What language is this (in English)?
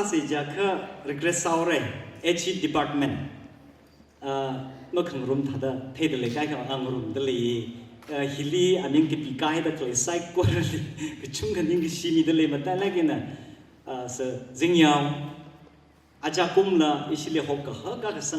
Tangkhul Naga (India)